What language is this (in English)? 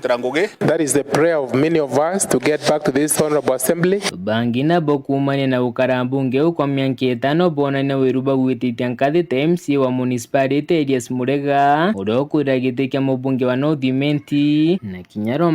Meru